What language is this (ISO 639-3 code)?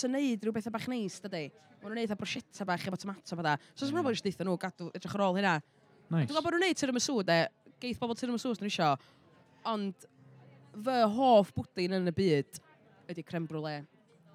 cym